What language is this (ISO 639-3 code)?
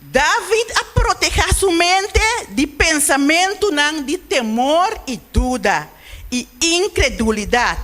pap